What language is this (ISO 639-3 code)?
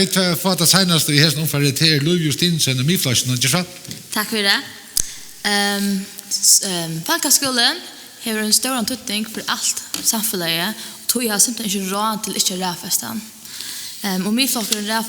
fao